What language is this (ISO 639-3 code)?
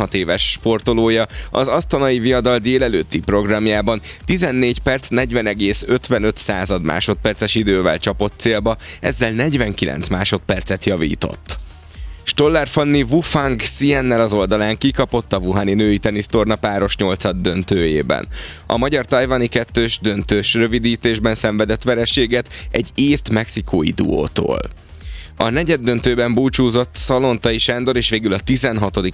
hun